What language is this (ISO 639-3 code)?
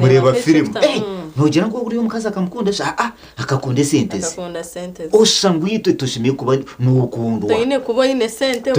nyn